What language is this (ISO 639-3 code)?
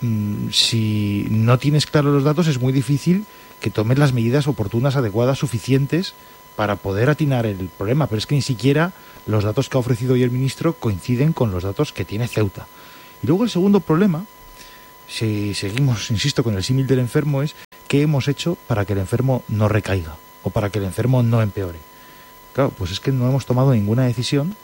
spa